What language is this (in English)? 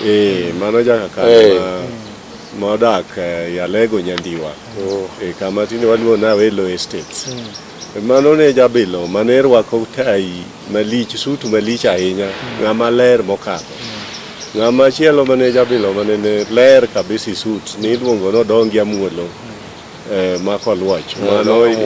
Luo (Kenya and Tanzania)